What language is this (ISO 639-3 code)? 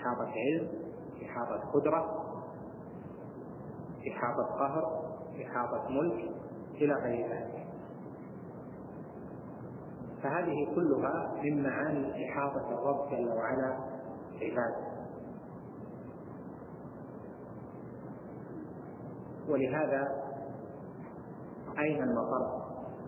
ara